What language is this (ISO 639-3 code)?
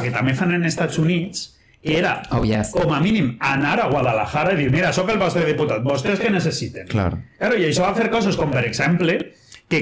cat